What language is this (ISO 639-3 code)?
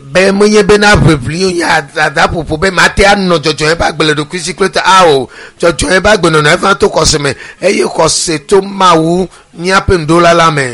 ewe